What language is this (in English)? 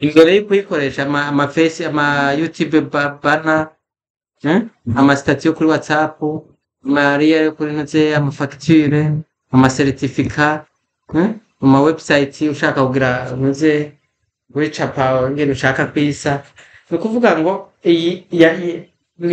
Rundi